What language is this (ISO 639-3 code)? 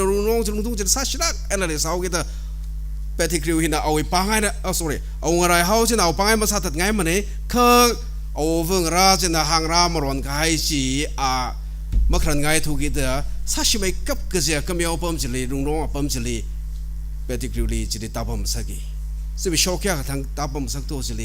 nmf